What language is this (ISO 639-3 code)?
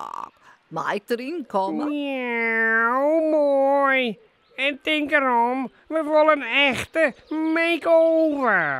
fry